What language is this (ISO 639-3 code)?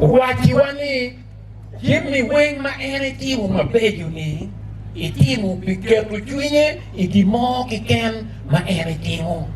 ach